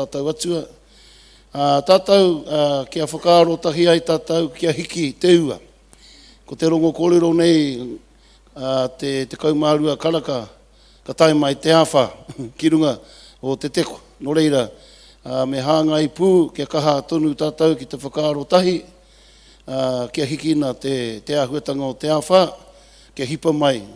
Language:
Māori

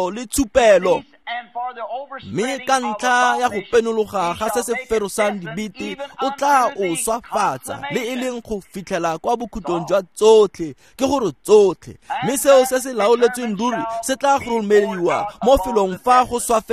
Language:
Tswana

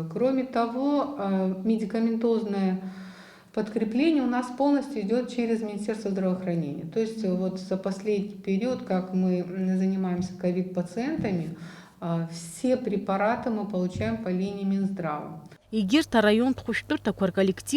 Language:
Abkhazian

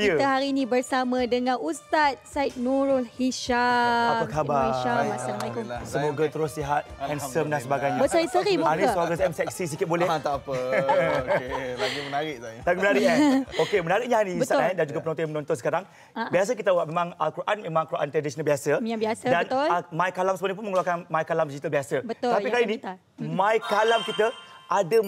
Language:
Malay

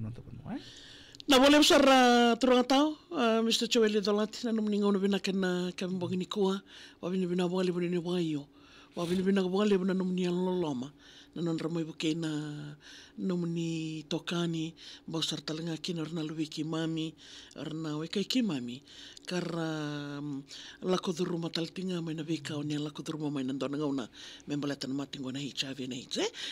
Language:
Fijian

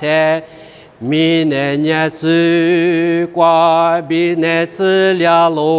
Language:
Lisu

